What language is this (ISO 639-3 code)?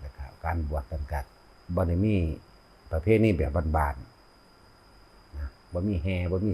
tts